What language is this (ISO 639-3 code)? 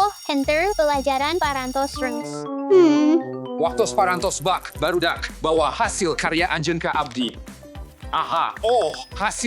sun